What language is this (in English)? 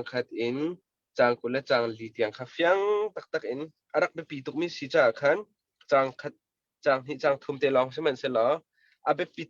Hakha Chin